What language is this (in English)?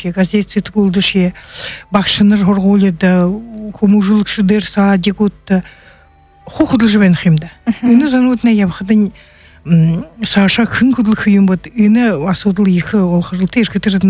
Buriat